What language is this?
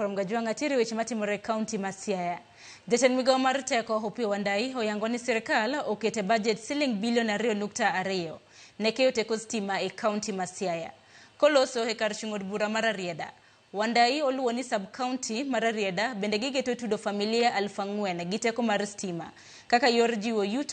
Luo (Kenya and Tanzania)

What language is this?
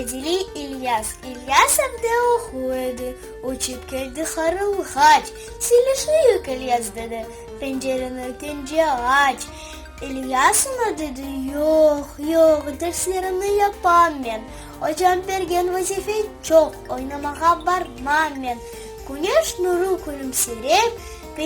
Crimean Tatar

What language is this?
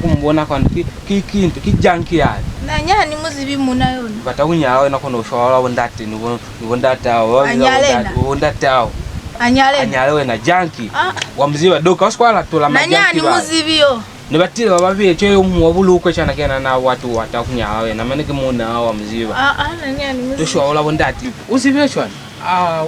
Lozi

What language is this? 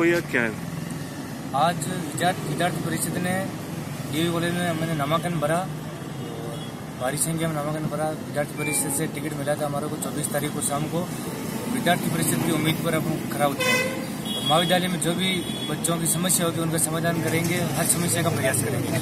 Hindi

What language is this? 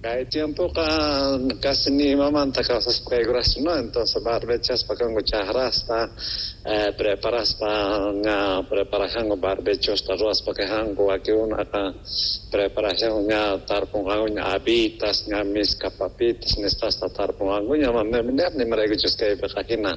South Bolivian Quechua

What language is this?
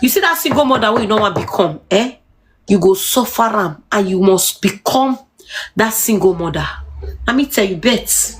Nigerian Pidgin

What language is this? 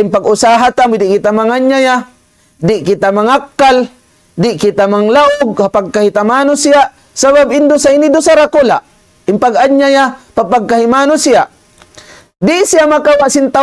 Tausug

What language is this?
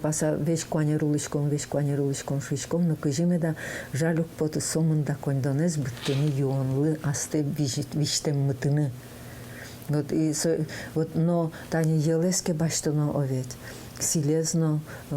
Udmurt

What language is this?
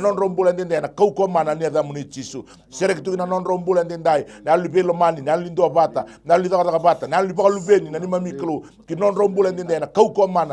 Fijian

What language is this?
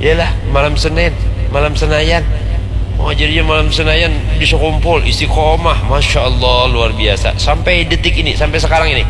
Banjar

